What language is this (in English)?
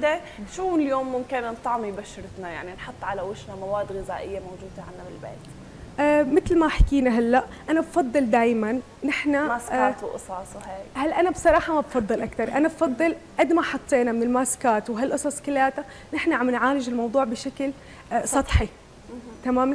North Levantine Arabic